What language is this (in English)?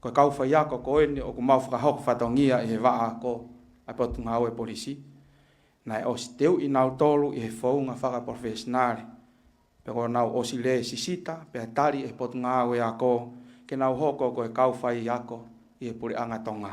Tongan